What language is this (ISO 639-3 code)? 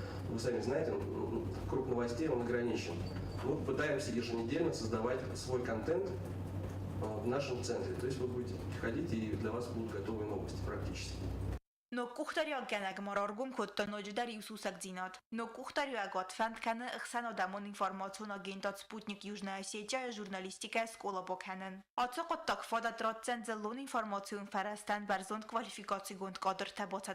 oss